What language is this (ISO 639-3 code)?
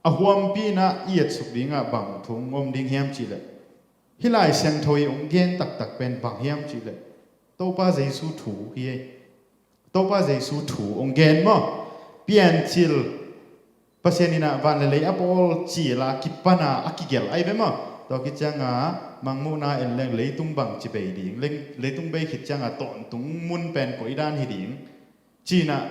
ctd